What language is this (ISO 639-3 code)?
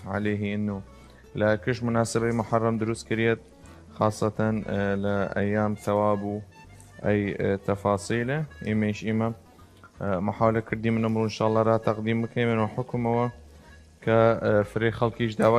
sdh